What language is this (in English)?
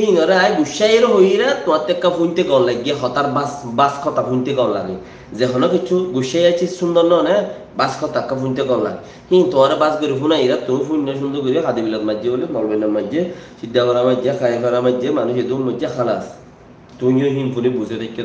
Rohingya